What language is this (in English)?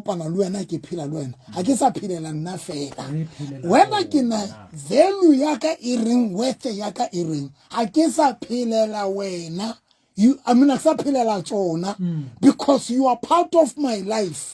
Southern Sotho